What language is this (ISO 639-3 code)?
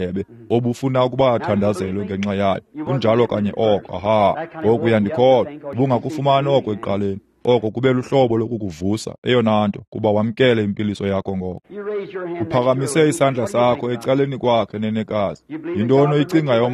xho